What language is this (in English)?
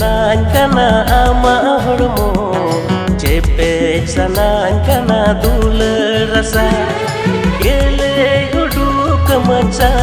Santali